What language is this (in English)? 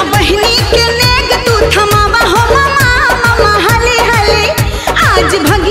Bhojpuri